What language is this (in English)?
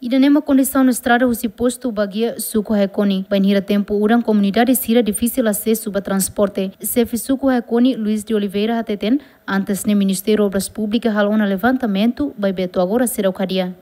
Tetum